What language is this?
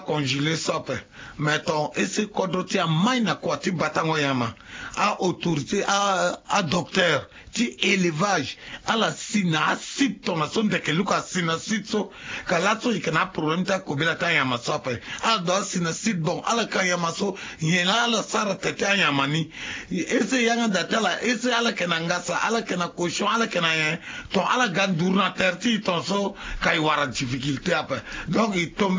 Sango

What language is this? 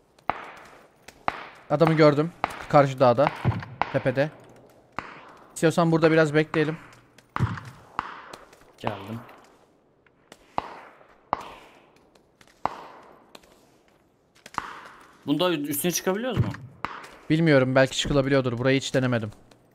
Turkish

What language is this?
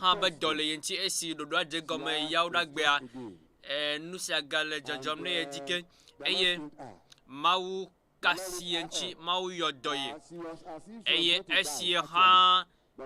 Ewe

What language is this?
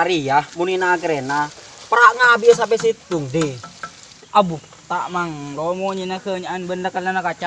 Madurese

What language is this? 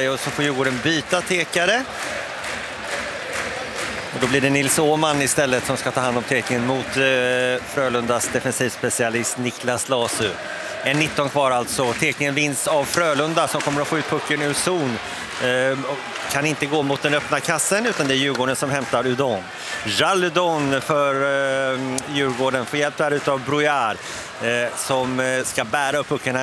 Swedish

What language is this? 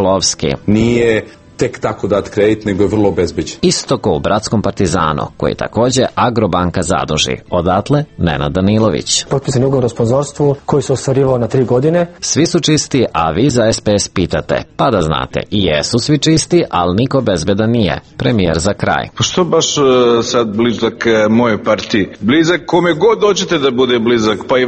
Serbian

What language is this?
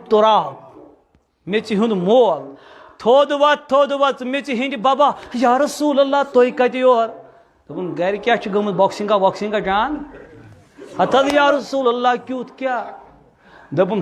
Kashmiri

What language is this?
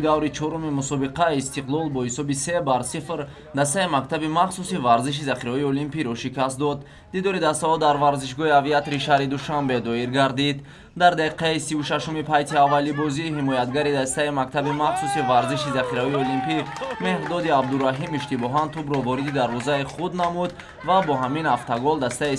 Tajik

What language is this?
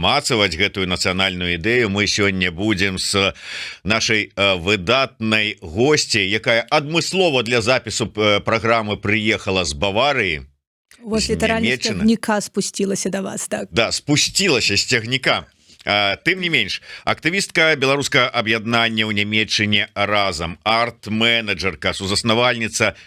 Belarusian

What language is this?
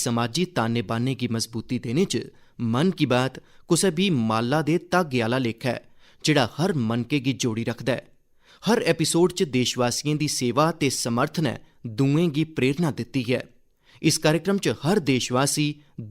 Dogri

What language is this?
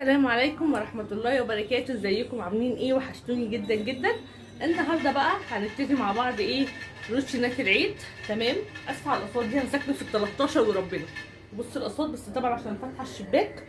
Egyptian Arabic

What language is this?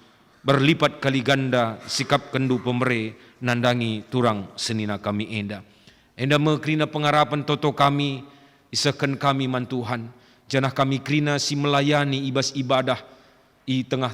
Batak Karo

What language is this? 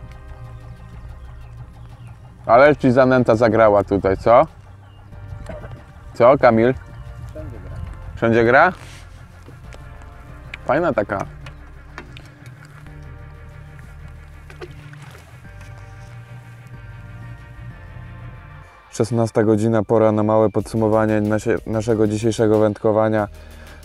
Polish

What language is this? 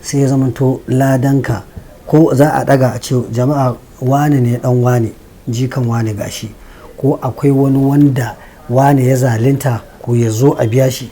Hausa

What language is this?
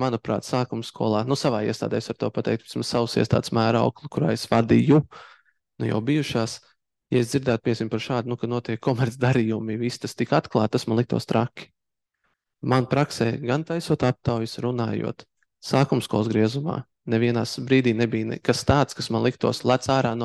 Latvian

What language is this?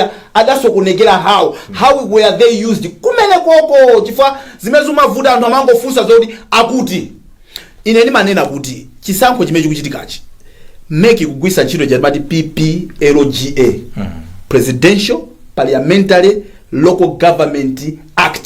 Nyanja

